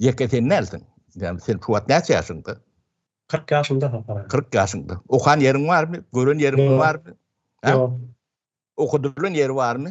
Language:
Turkmen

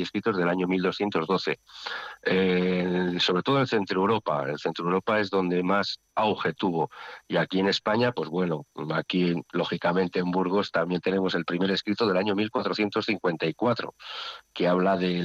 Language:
Spanish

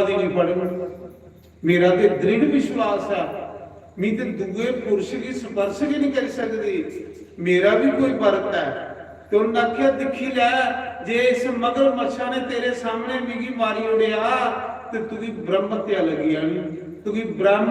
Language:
Dogri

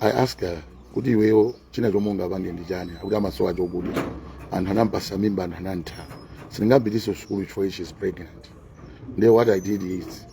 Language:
Nyanja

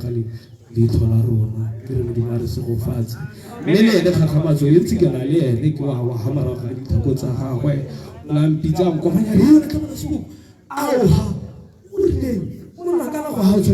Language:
Tswana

